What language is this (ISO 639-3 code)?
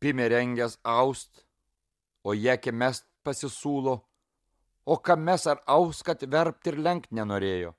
lit